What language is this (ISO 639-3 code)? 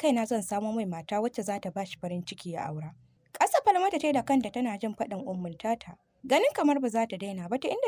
hau